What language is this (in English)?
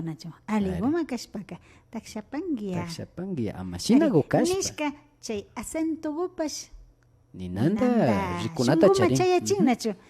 Imbabura Highland Quichua